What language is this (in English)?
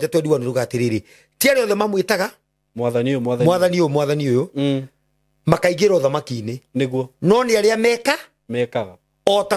Kikuyu